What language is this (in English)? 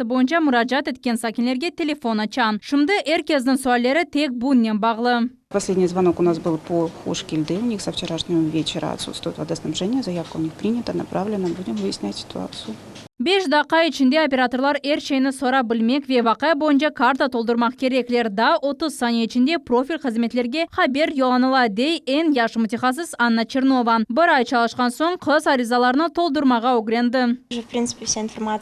Crimean Tatar